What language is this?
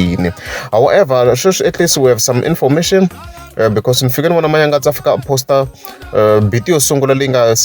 Tsonga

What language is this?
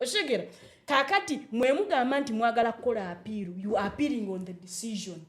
Ganda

